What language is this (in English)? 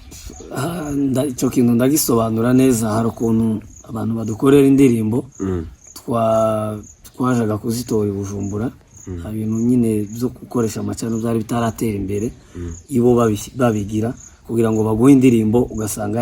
Kinyarwanda